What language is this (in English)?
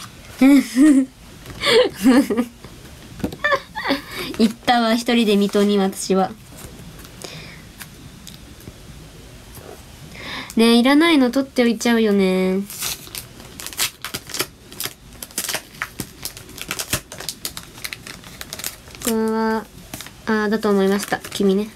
Japanese